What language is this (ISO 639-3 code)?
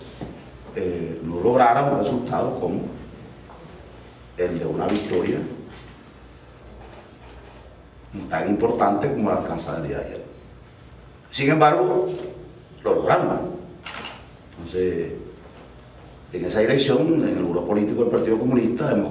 spa